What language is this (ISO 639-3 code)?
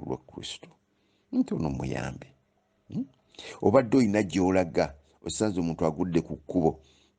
lug